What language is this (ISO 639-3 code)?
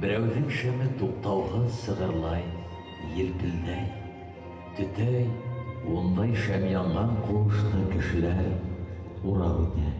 bak